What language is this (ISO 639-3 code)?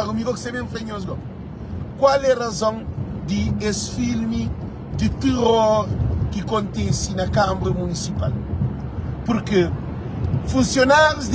kea